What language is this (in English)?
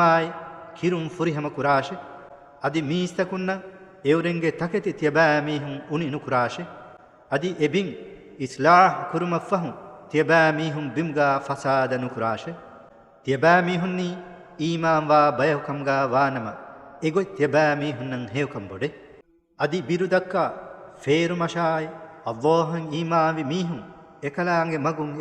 Divehi